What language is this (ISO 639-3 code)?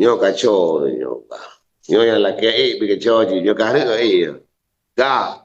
ace